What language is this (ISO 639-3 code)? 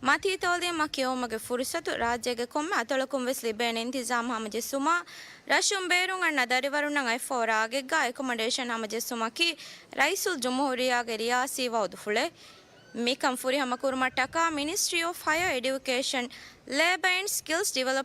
div